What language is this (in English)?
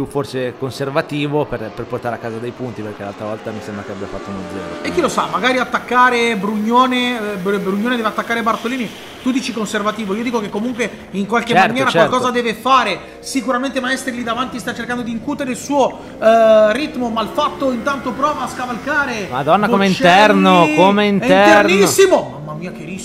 Italian